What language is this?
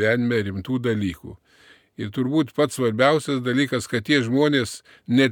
Lithuanian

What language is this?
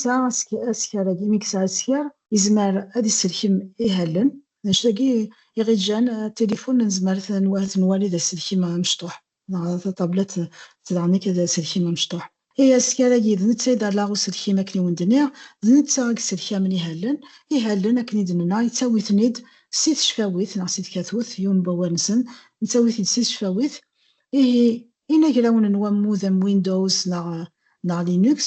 Kabyle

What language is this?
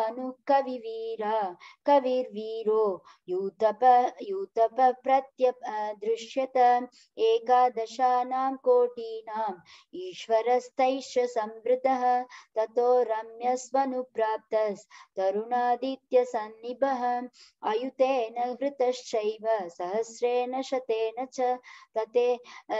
Sanskrit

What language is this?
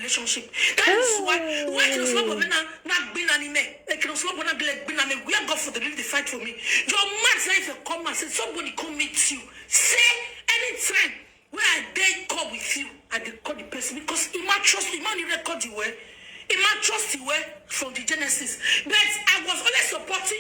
Nigerian Pidgin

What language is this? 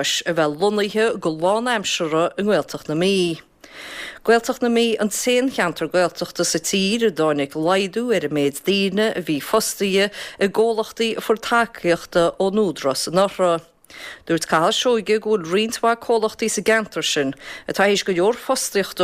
Irish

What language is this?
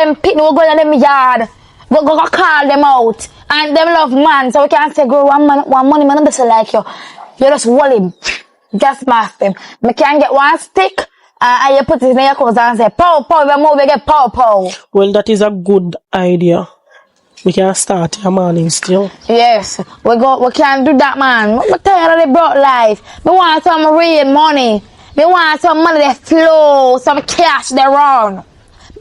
Jamaican Creole English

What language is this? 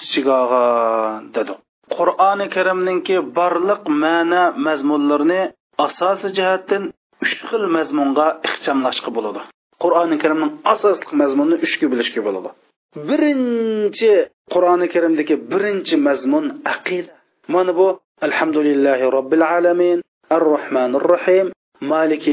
Uyghur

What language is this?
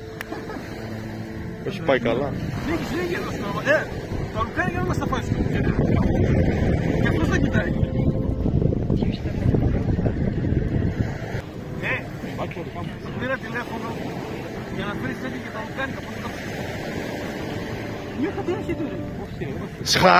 Greek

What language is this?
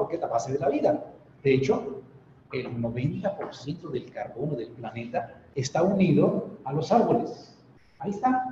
Spanish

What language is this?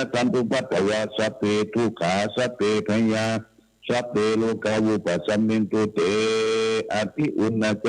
Pali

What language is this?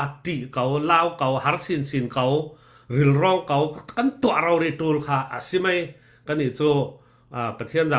Falam Chin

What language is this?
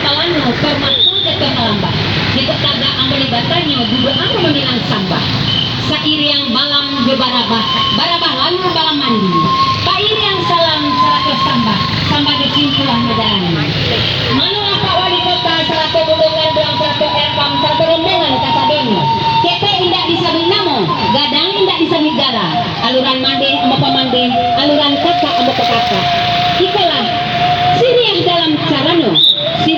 Minangkabau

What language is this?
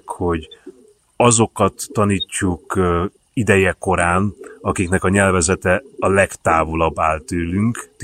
Hungarian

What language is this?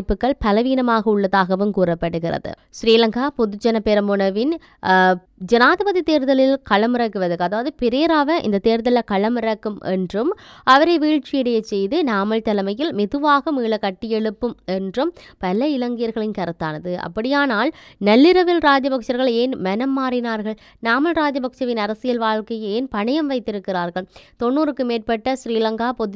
Tamil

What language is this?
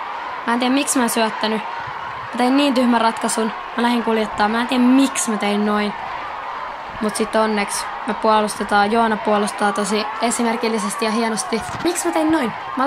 Finnish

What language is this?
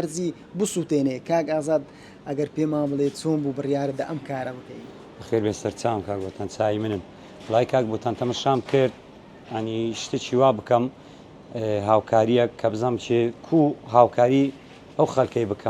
Central Kurdish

